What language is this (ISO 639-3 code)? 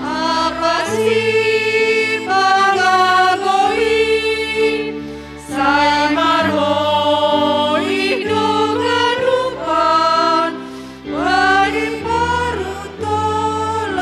bts